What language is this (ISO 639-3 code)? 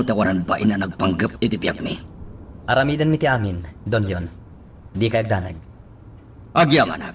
ilo